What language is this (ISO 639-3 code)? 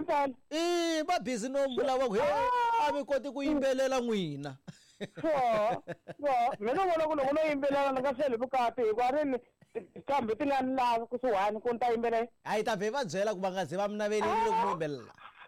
tso